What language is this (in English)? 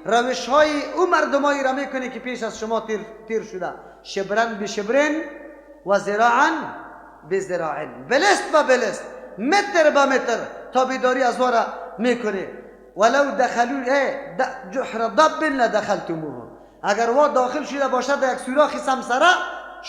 Persian